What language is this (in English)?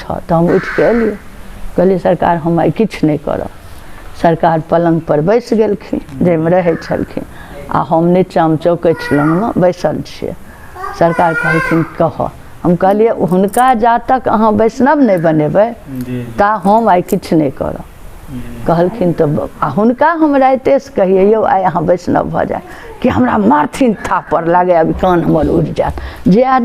Maithili